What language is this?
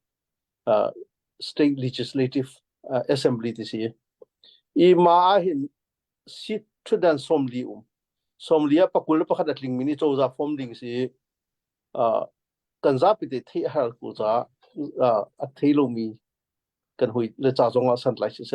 Hakha Chin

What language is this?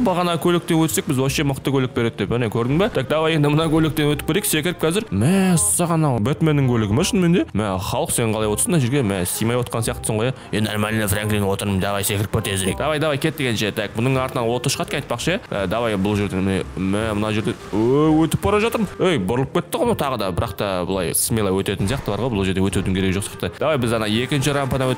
Kazakh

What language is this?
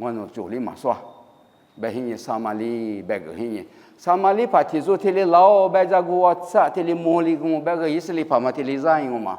Lisu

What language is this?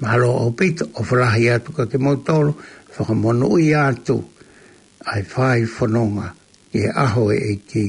Tongan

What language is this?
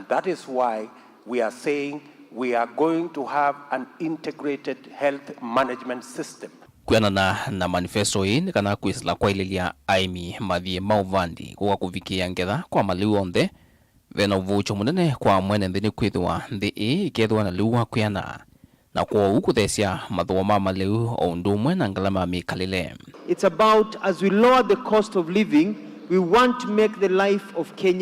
Kamba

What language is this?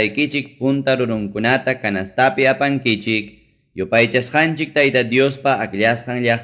Ayacucho Quechua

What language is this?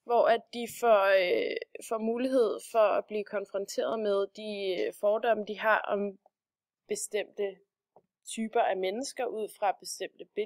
Danish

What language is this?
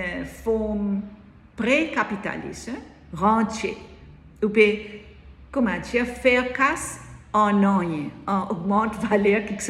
Morisyen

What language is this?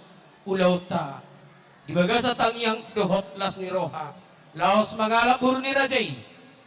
Batak Toba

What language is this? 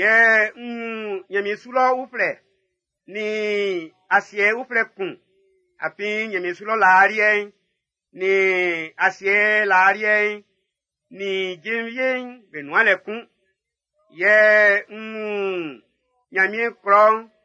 Baoulé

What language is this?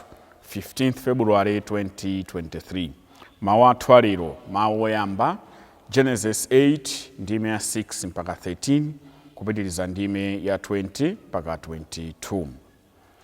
Nyanja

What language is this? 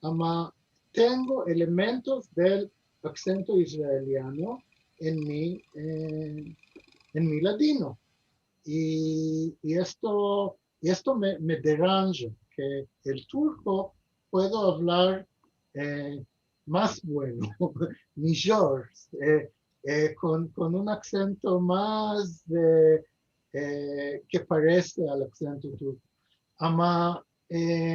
Ladino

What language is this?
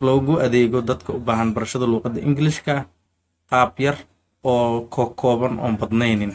Somali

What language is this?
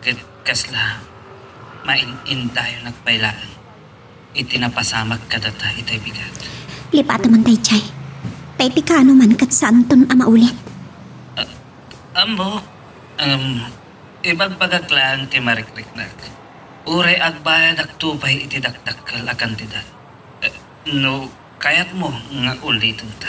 Iloko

